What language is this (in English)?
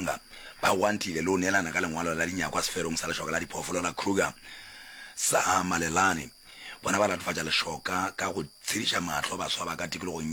Northern Sotho